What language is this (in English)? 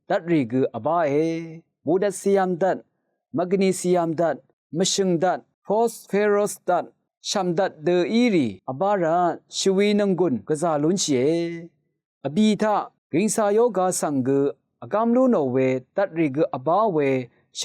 Rawang